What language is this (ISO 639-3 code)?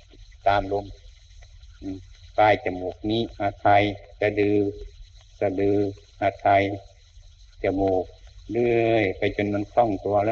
tha